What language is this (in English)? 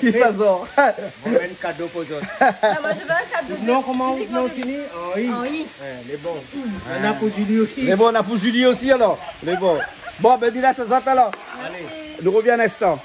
Réunion Creole French